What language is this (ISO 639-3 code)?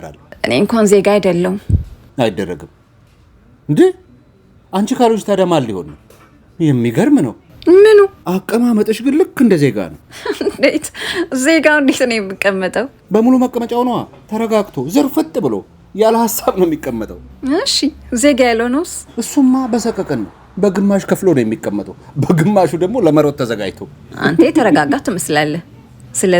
amh